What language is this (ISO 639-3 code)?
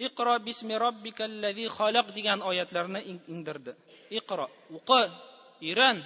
tat